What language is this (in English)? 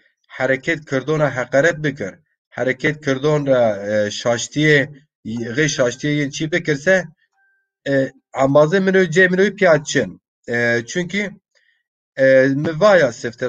Zaza